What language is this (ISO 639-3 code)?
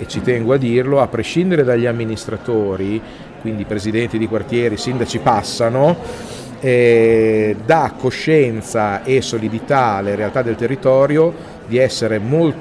ita